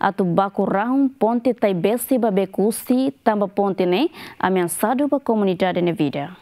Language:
Tetum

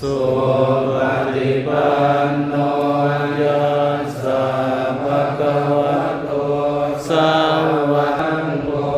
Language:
Pali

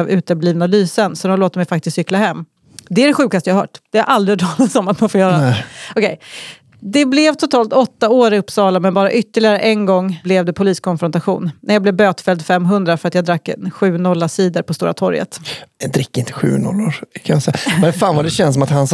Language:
Swedish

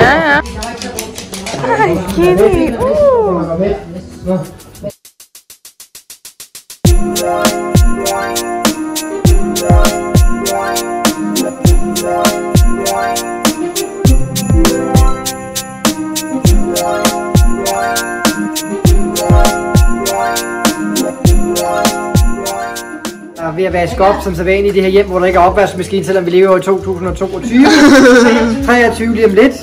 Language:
Danish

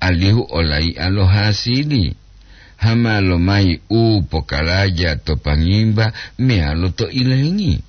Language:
Gorontalo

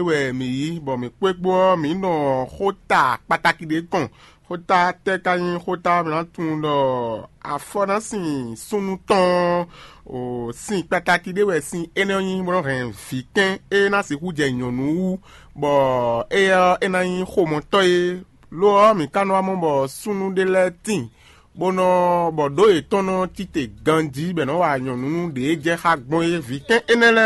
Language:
Fon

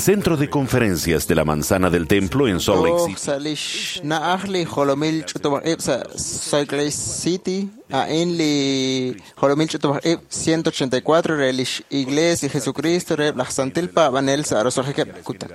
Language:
Kekchí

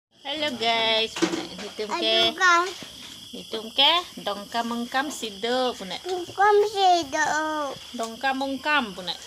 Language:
Karbi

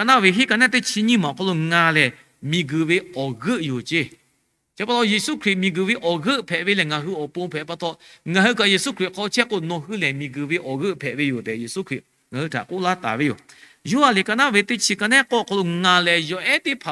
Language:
Lahu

